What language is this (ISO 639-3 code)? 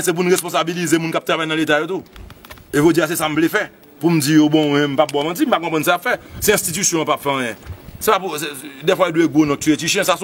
hat